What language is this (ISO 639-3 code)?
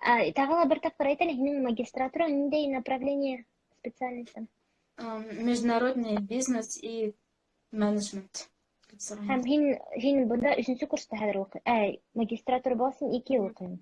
bak